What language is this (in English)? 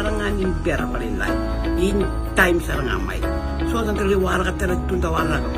Fijian